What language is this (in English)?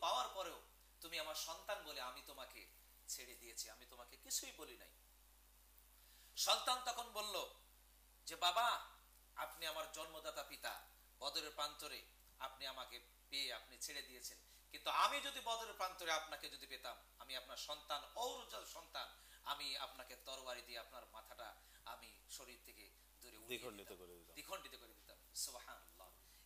Bangla